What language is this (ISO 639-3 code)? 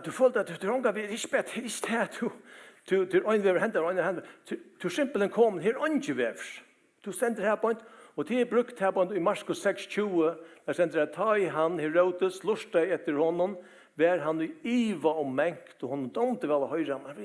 fao